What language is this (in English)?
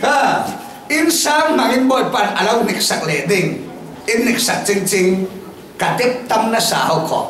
Falam Chin